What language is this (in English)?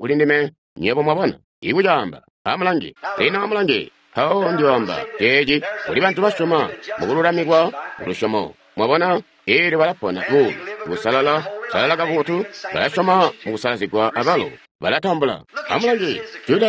Tonga (Zambia)